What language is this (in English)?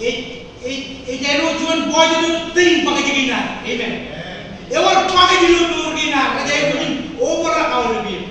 Marshallese